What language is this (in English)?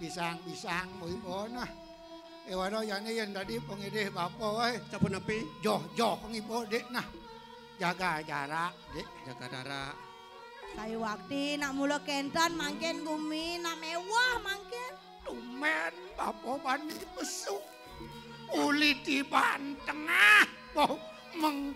Balinese